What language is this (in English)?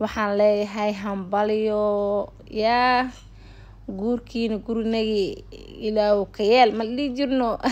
Somali